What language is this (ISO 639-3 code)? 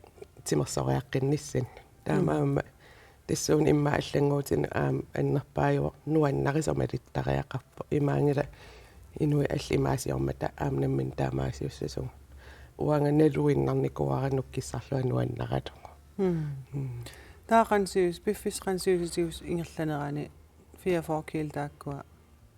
kal